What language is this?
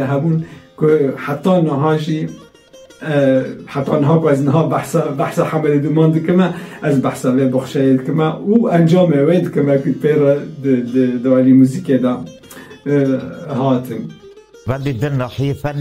Kurdish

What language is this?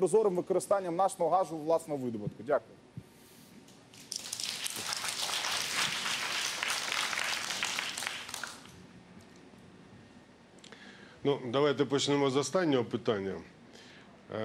Ukrainian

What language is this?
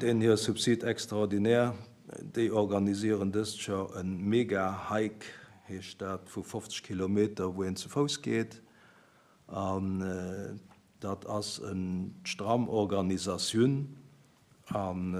Luxembourgish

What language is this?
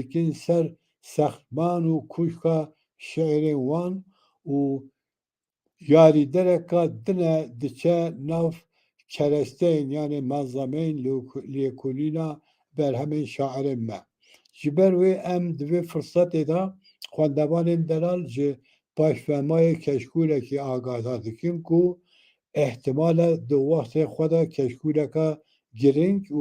Kurdish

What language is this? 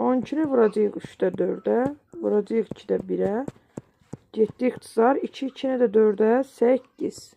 Azerbaijani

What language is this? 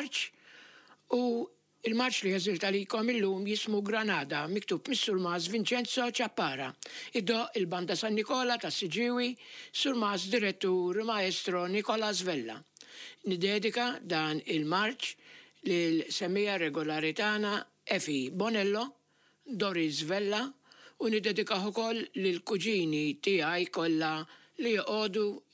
Maltese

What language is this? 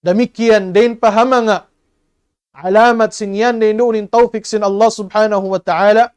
Tausug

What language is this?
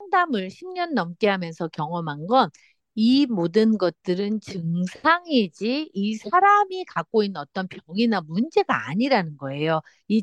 Korean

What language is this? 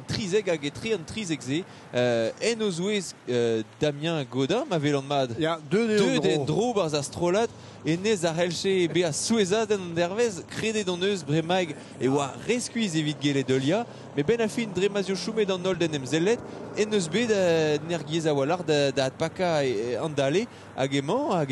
Breton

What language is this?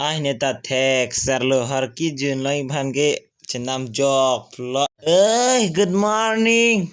Karbi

